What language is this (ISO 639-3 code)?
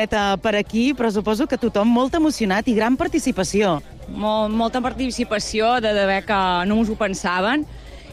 cat